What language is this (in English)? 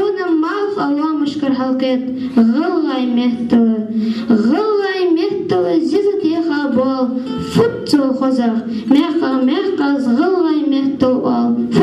Ingush